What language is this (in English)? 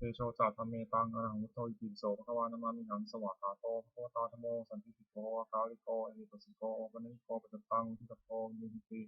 Pali